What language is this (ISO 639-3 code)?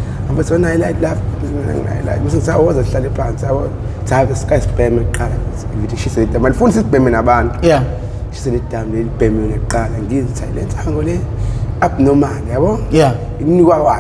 zul